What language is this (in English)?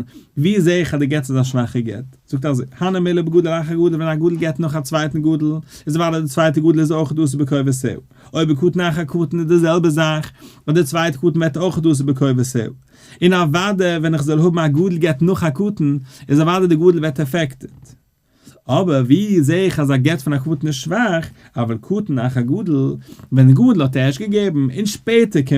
Yiddish